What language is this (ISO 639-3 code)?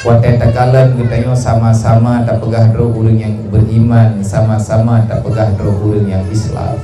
ace